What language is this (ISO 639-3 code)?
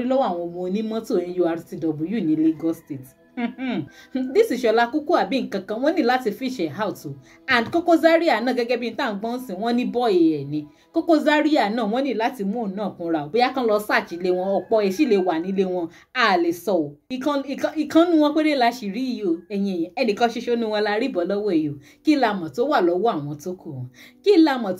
yor